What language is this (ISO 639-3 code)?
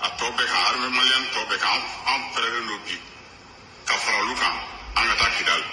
bam